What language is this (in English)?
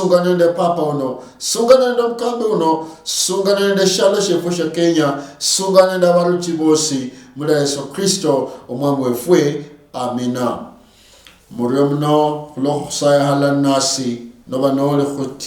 Luyia